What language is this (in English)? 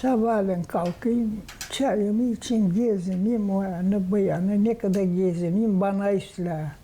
Gagauz